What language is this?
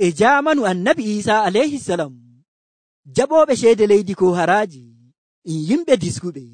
Nigerian Fulfulde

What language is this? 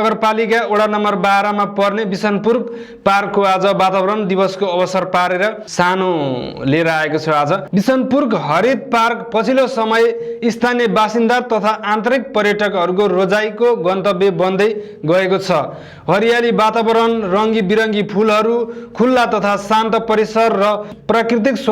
Nepali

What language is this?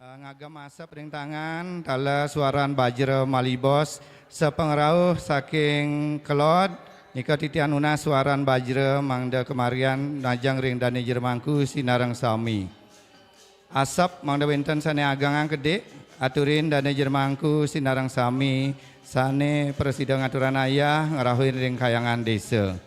Balinese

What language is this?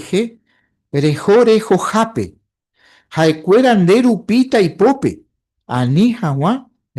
Guarani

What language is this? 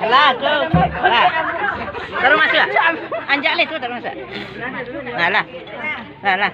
Minangkabau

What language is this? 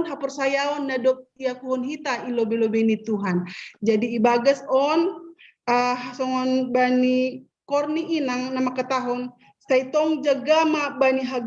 Batak Simalungun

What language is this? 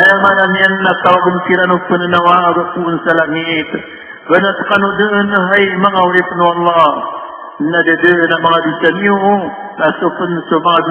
Maranao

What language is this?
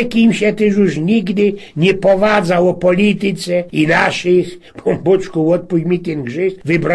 Silesian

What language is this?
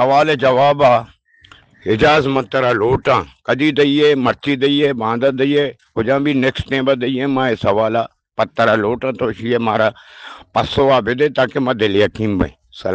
Eastern Balochi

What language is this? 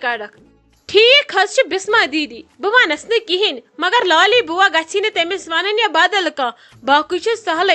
Kashmiri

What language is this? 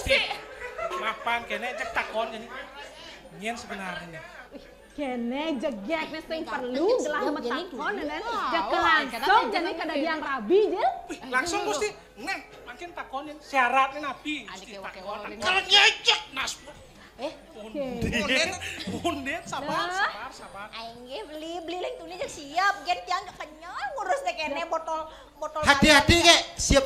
Balinese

